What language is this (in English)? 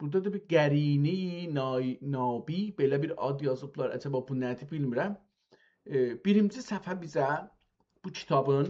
South Azerbaijani